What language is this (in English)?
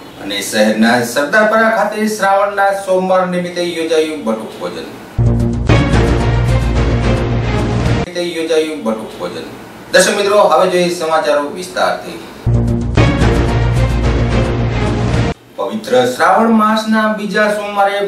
Gujarati